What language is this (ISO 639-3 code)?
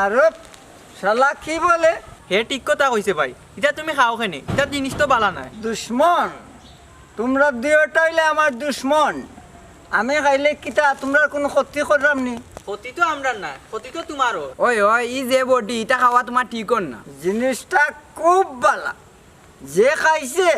syl